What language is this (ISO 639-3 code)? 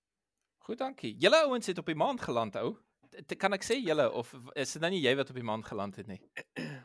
afr